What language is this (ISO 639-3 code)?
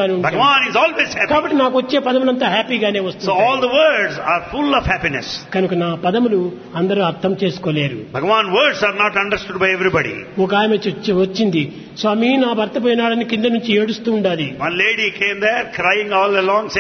tel